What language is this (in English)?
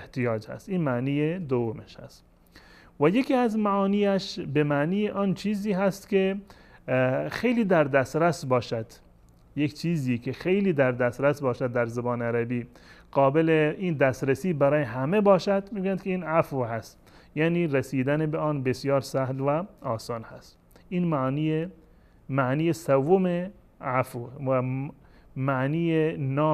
Persian